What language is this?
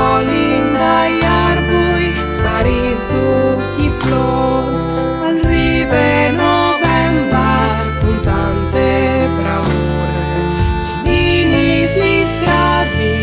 Friulian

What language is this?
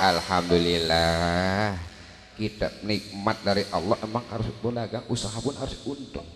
Betawi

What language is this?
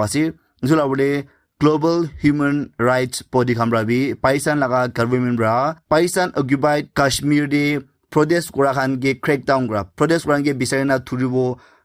Naga Pidgin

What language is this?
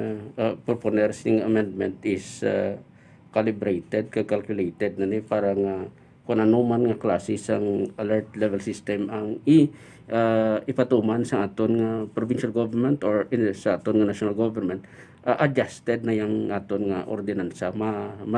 Hiligaynon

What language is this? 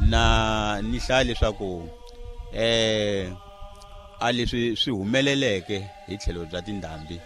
Tsonga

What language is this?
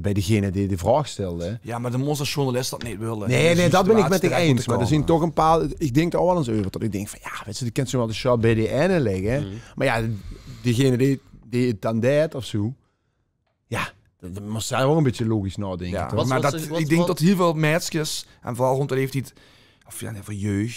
Limburgish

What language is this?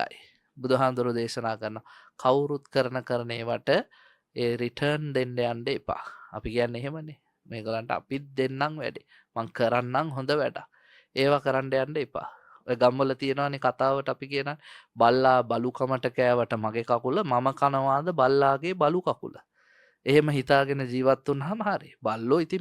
Sinhala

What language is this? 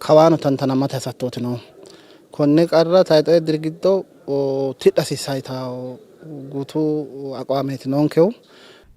Sidamo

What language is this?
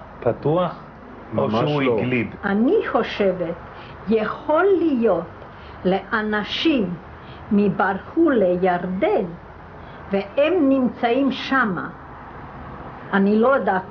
Hebrew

